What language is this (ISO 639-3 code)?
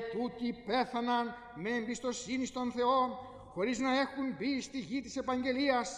ell